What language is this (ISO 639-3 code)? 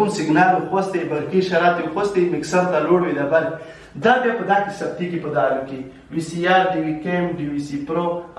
pus